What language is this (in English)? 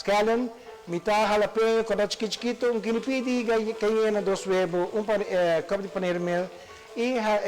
Papiamento